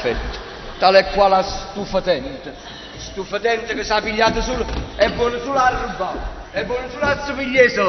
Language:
Neapolitan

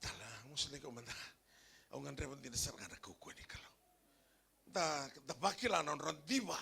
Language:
Fijian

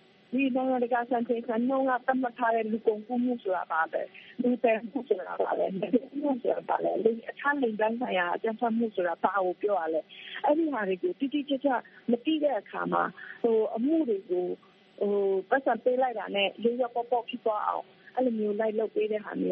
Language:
Burmese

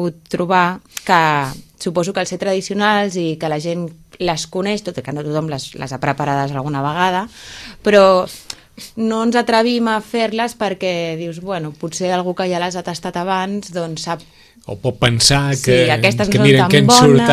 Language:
Catalan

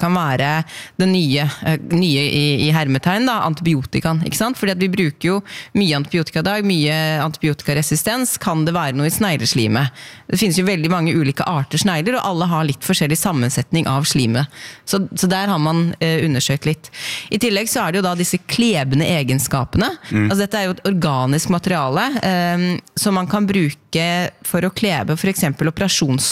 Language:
Norwegian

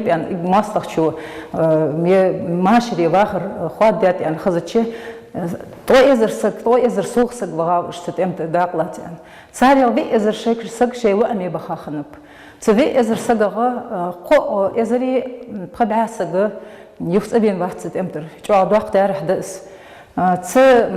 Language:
Ingush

